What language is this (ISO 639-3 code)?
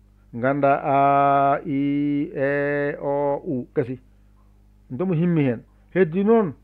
ful